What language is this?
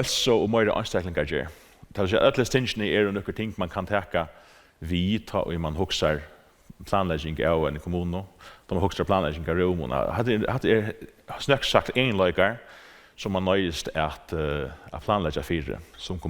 Faroese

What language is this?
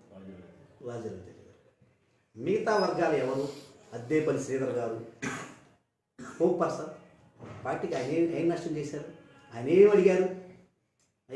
Telugu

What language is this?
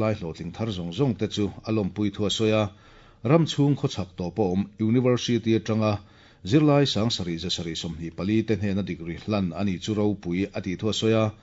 Mizo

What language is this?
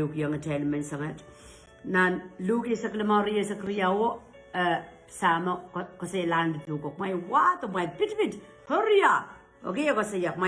Pohnpeian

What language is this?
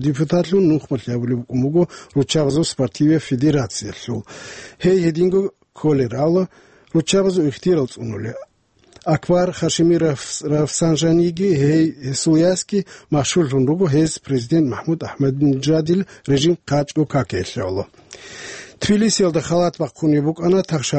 Avaric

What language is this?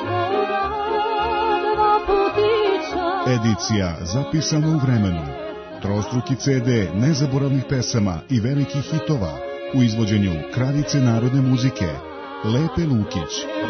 Serbian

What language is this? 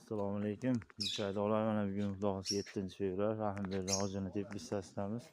Uzbek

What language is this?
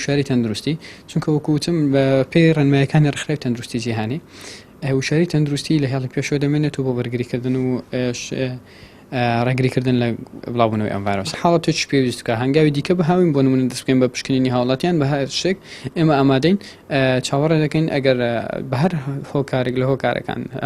Central Kurdish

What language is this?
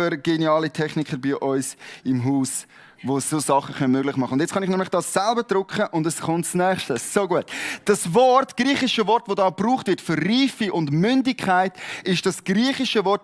Swiss German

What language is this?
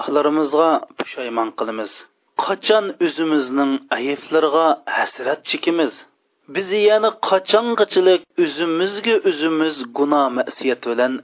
Uyghur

